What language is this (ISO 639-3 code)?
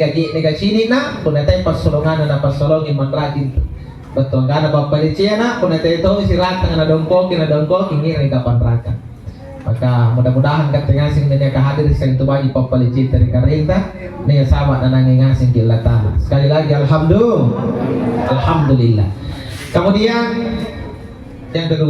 mak